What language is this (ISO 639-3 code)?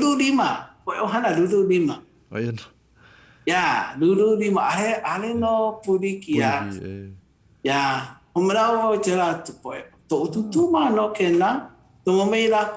haw